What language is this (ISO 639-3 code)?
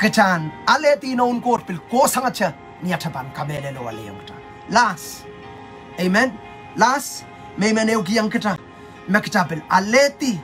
pon